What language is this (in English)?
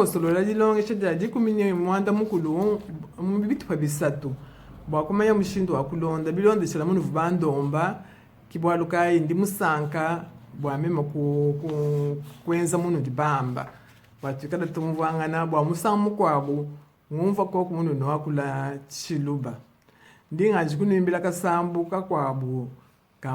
Luba-Lulua